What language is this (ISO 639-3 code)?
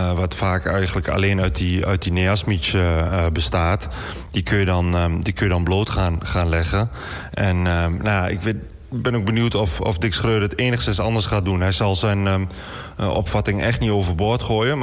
nld